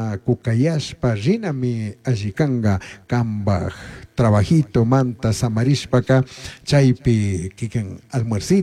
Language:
Chimborazo Highland Quichua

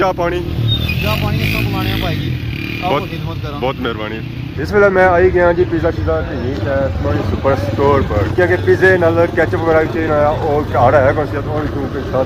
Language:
Pahari-Potwari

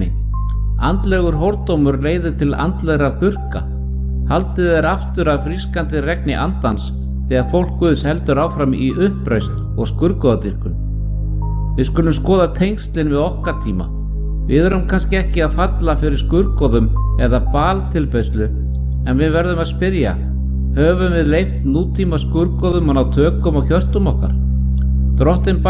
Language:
Icelandic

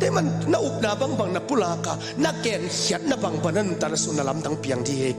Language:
Tedim Chin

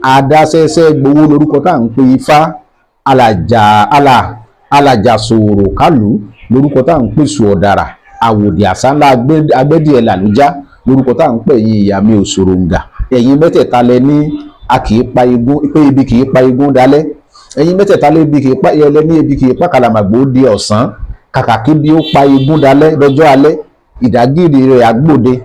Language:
Yoruba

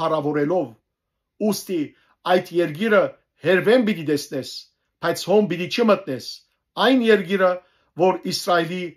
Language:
Western Armenian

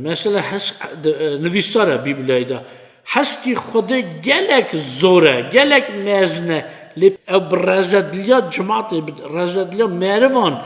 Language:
Kurdish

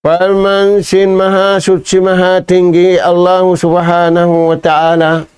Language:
Tausug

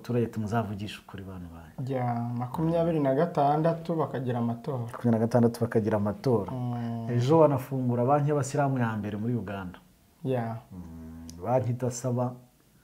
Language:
Kinyarwanda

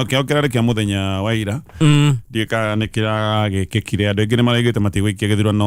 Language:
Kikuyu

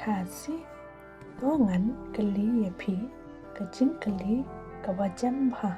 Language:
Khasi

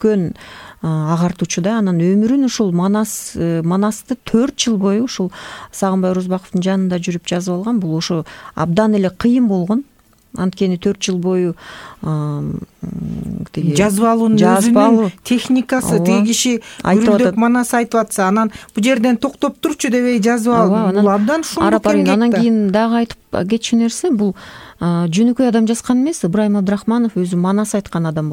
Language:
Kyrgyz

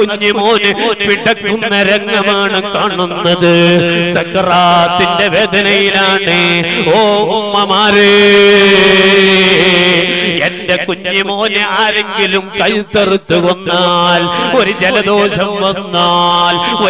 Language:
Malayalam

